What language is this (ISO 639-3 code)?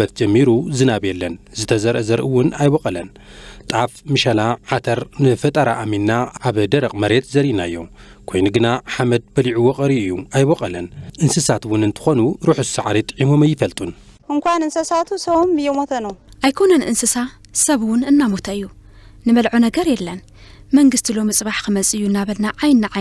tir